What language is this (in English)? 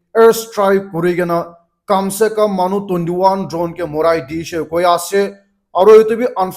Naga Pidgin